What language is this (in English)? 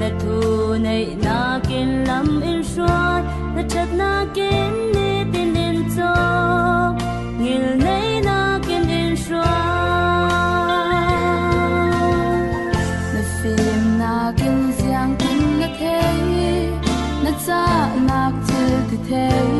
Falam Chin